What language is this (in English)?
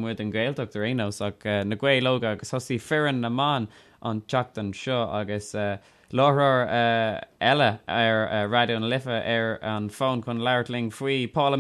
Irish